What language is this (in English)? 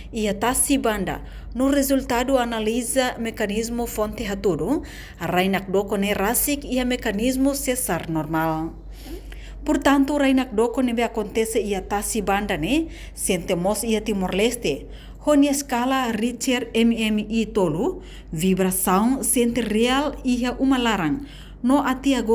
Tetum